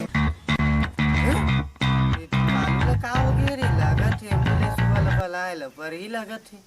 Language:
Chhattisgarhi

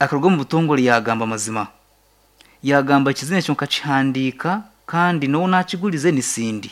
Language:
Nyankole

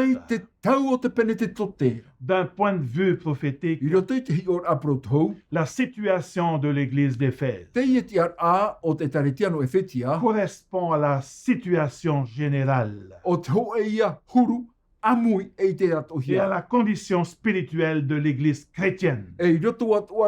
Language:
Tahitian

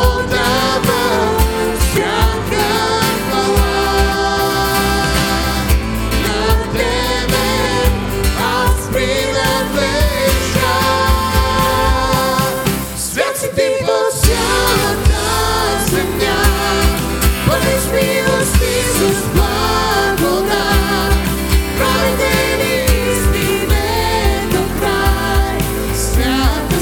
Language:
Bulgarian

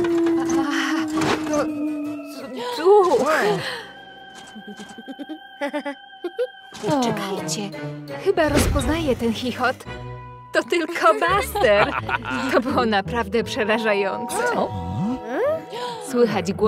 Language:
Polish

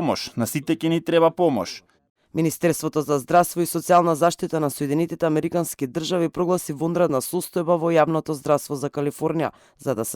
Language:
Macedonian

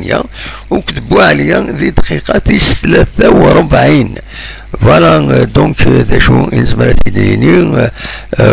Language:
Kabyle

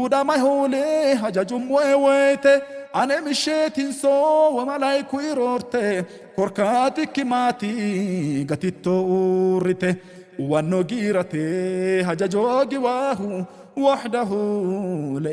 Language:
Sidamo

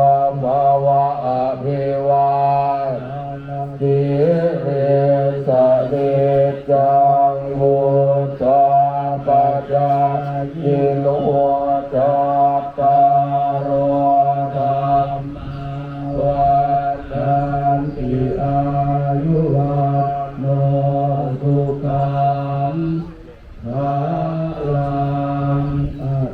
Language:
Pali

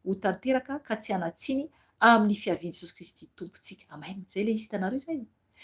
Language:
Malagasy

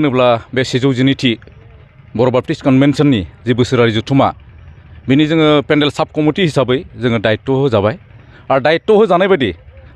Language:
Bodo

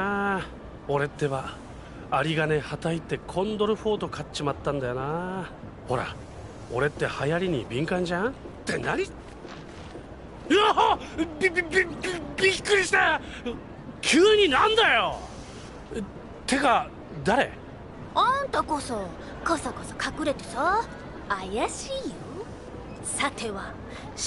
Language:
Japanese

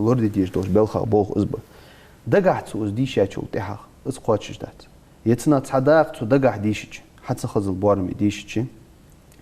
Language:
Ingush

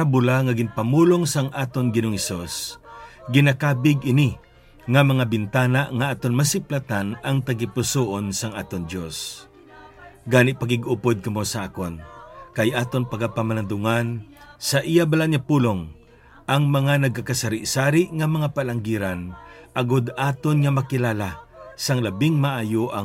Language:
Hiligaynon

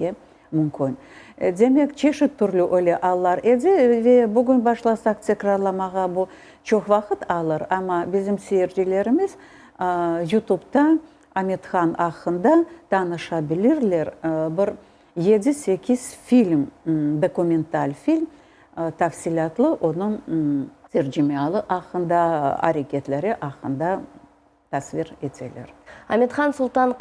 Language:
Crimean Tatar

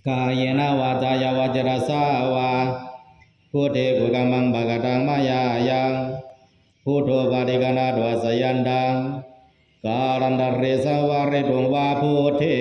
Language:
Pali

